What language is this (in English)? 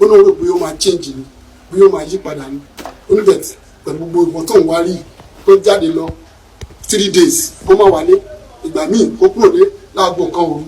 Yoruba